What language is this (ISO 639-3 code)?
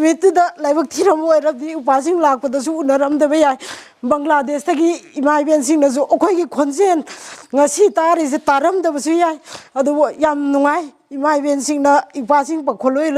mni